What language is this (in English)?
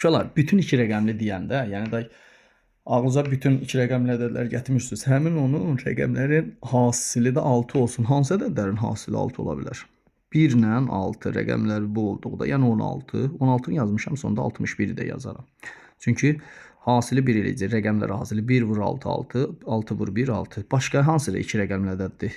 Azerbaijani